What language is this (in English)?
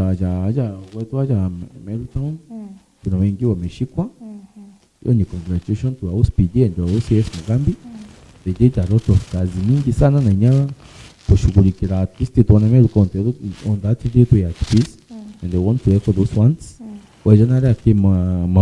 Meru